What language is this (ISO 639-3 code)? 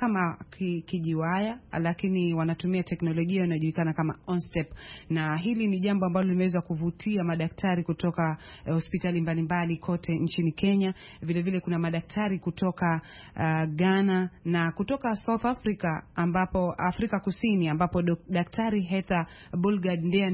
swa